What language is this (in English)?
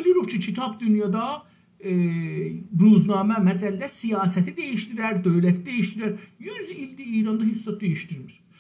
South Azerbaijani